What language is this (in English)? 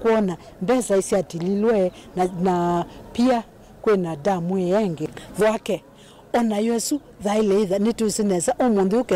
Kamba